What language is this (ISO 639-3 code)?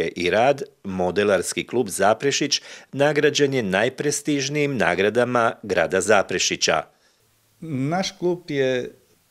hrv